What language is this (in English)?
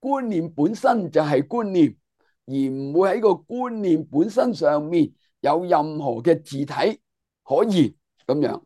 Cantonese